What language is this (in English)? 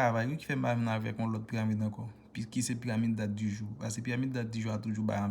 Haitian Creole